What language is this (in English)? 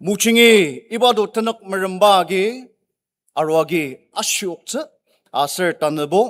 Ao Naga